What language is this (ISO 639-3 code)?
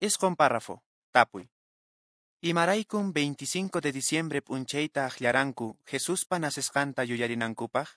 que